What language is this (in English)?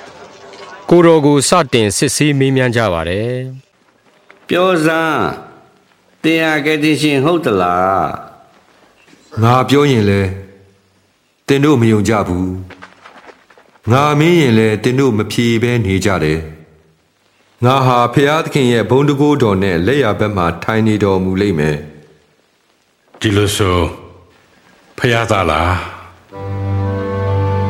Burmese